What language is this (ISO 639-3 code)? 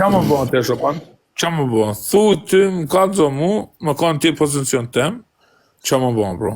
sqi